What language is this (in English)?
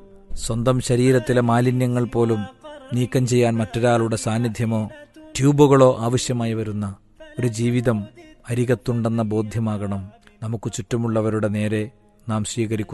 Malayalam